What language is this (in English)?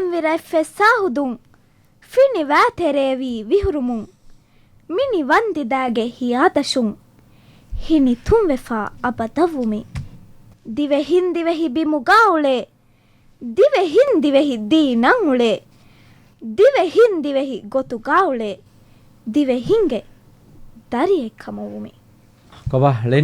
Divehi